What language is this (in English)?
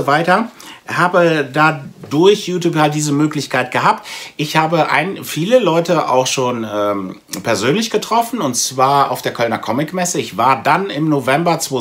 German